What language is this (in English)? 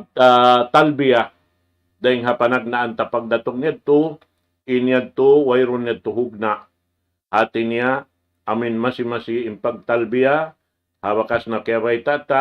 Tausug